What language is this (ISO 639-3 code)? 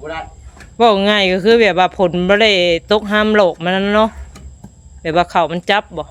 tts